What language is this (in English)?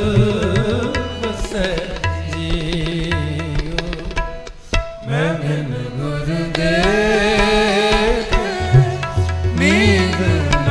Punjabi